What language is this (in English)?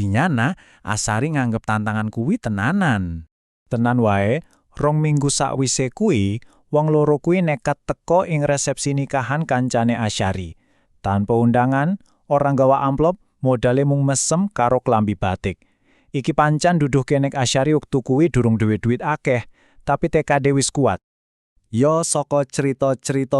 Javanese